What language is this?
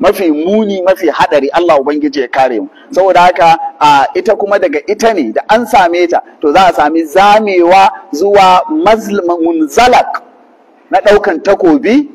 Hausa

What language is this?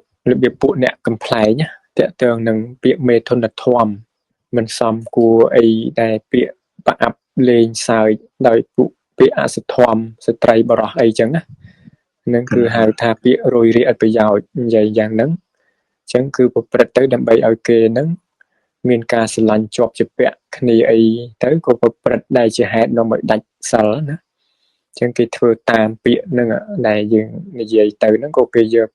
Khmer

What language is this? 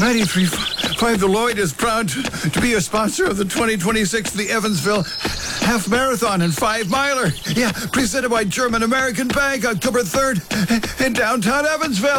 English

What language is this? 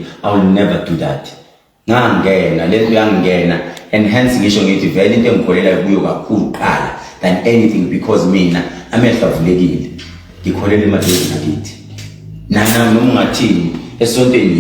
Zulu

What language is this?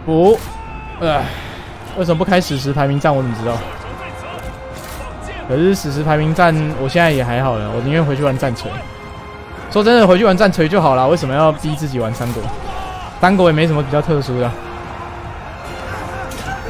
Chinese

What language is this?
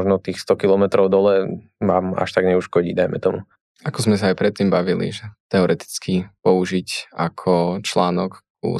Slovak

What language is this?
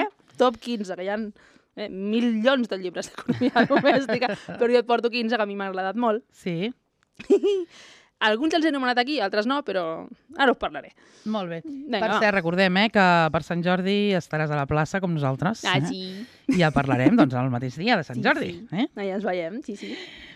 Catalan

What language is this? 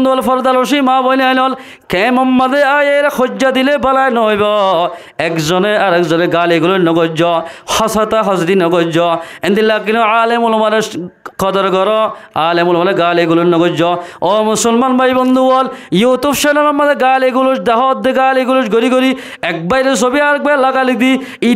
Rohingya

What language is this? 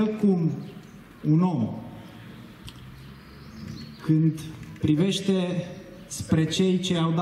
Romanian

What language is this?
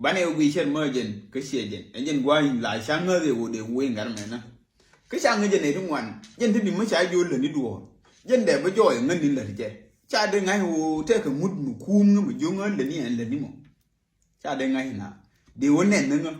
Nuer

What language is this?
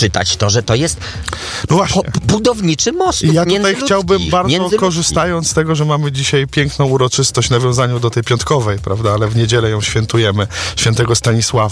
Polish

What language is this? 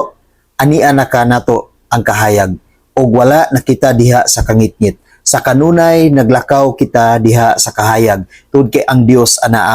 Cebuano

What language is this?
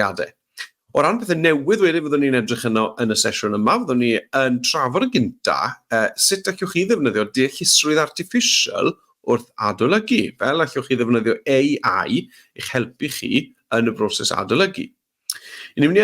Welsh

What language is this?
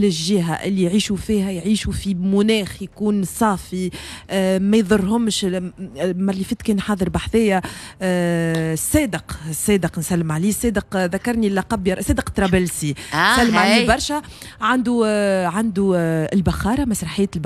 Tunisian Arabic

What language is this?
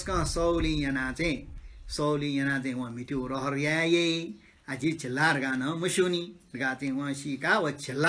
Newari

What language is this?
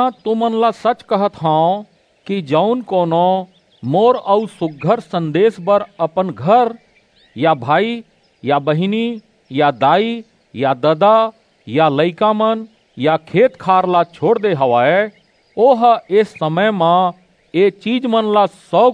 Chhattisgarhi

